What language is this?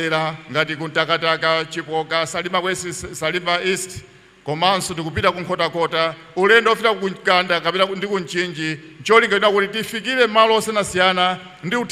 Nyanja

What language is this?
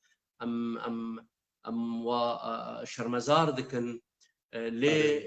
Kurdish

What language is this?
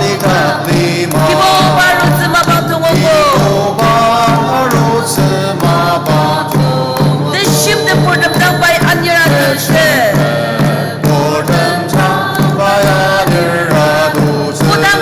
Ao Naga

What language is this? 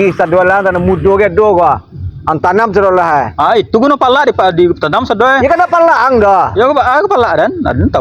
Minangkabau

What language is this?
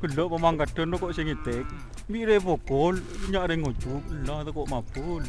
Madurese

